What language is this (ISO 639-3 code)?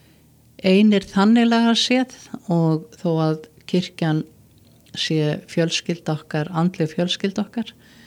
isl